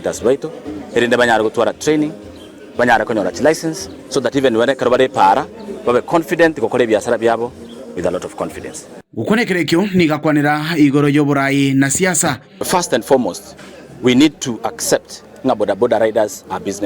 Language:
Gusii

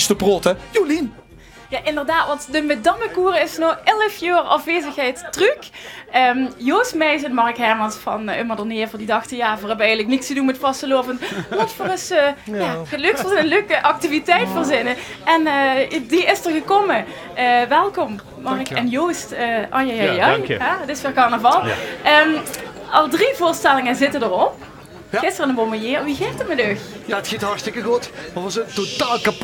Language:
Limburgish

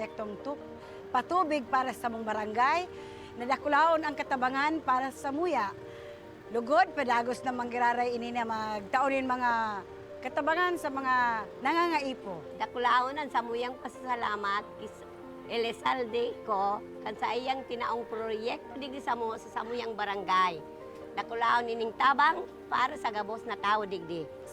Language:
Bikol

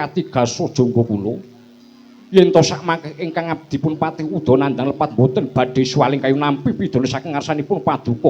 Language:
Javanese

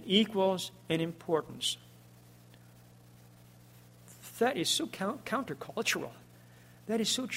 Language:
English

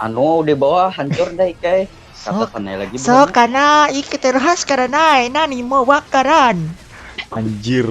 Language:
Banjar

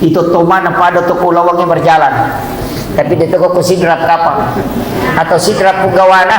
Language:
Buginese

